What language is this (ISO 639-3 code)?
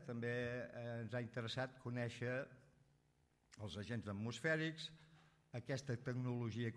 cat